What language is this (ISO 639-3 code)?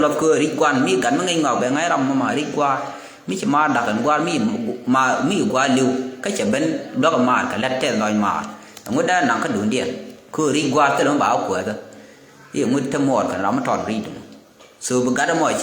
nus